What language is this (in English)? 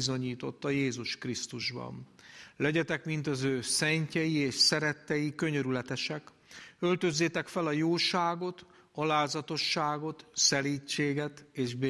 Hungarian